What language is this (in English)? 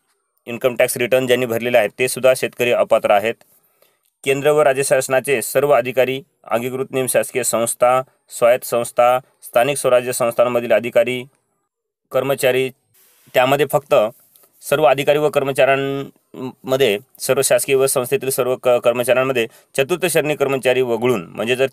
Marathi